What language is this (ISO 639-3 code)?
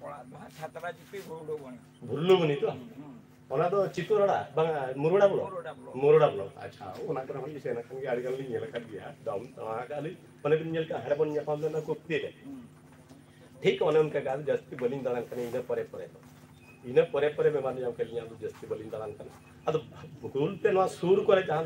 sat